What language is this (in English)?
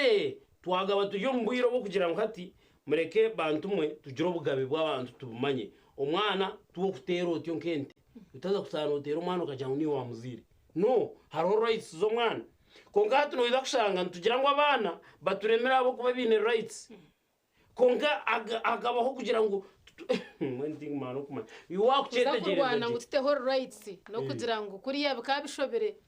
Nyankole